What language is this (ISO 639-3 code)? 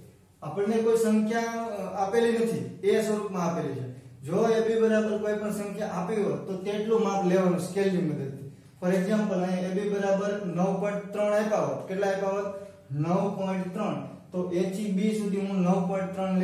guj